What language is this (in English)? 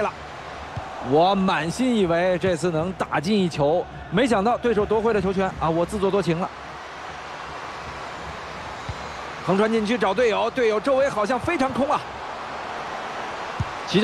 Chinese